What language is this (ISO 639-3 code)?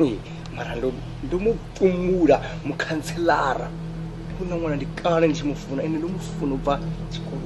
ven